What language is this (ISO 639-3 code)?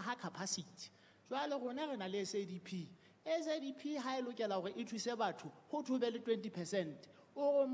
sot